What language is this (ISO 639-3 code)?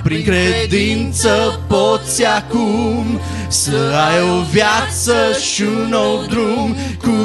ron